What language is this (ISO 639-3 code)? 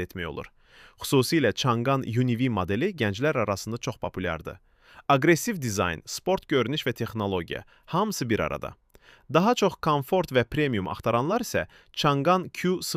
aze